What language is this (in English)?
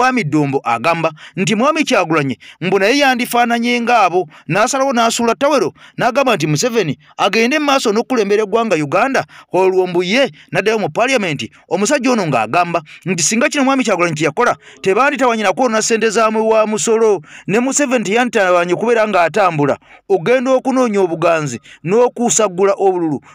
Ganda